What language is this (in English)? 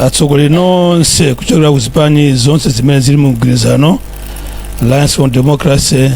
Nyanja